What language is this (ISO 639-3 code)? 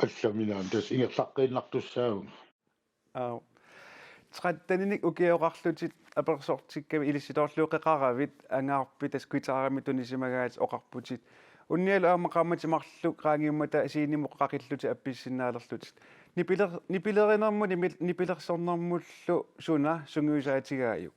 kal